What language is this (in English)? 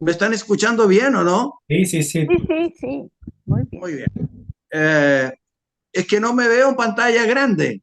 Ladino